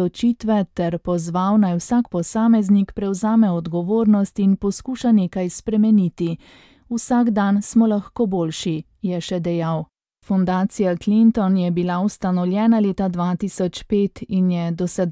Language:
Slovenian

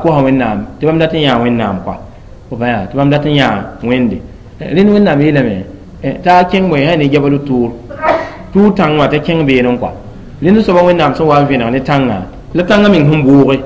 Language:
Mossi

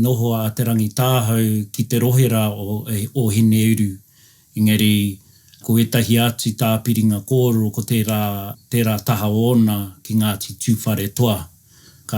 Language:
Māori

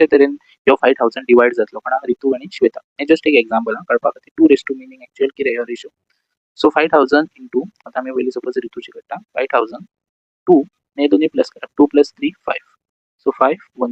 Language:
Konkani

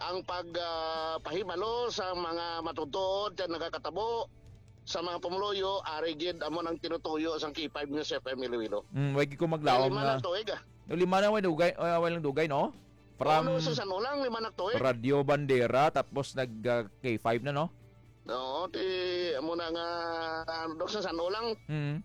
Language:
Hiligaynon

